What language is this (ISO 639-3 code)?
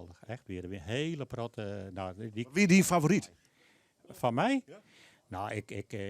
fry